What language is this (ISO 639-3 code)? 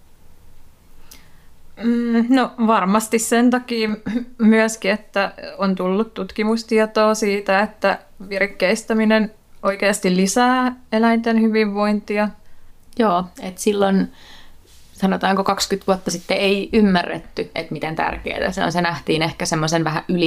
fin